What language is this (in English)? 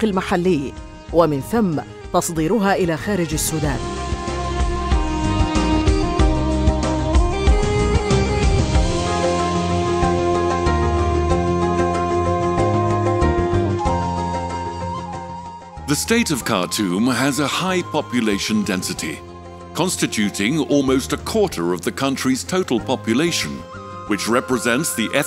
Arabic